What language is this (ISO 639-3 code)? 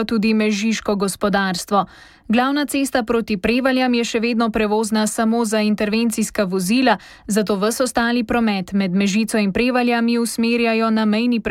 slv